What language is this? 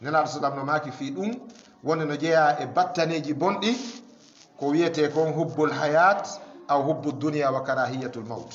Fula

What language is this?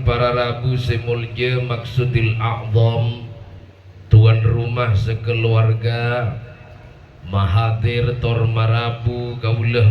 Madurese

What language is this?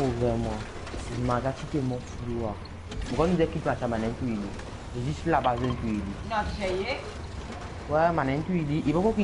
Morisyen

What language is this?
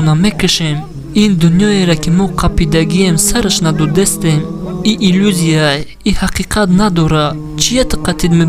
Tajik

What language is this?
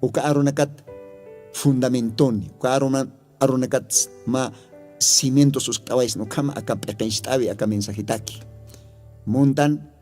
Aymara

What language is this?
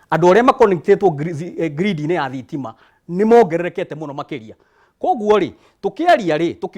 Kikuyu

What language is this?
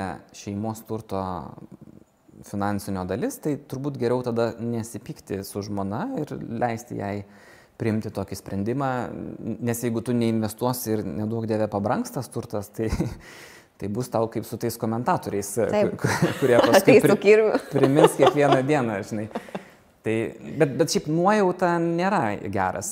Lithuanian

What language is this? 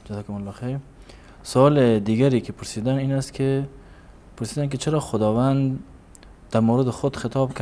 Persian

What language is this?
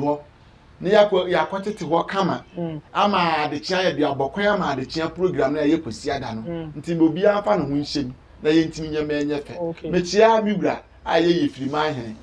Akan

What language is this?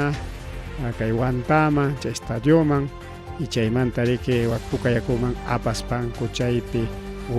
Ayacucho Quechua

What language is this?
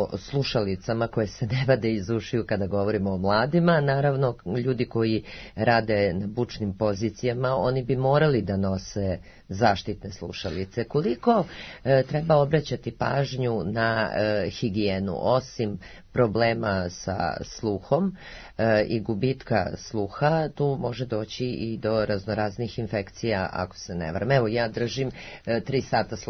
Serbian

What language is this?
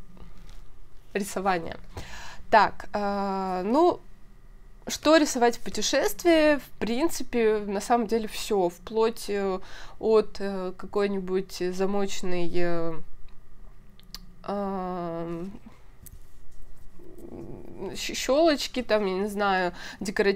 Russian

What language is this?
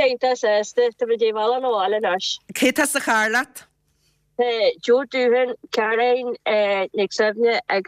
Irish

